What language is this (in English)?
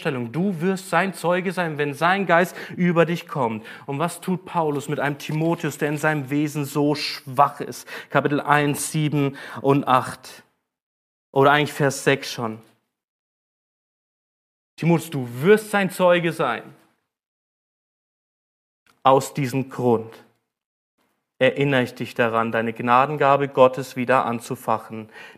German